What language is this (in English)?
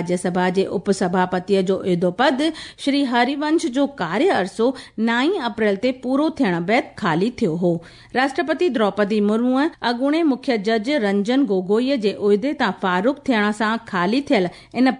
Sindhi